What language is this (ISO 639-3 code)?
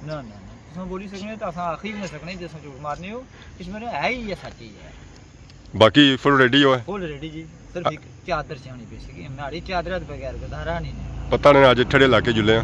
phr